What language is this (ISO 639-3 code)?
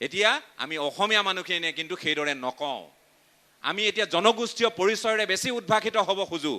asm